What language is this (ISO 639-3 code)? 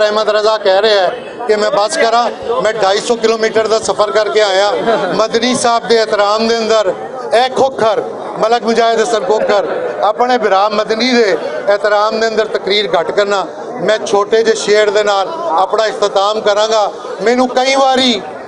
lah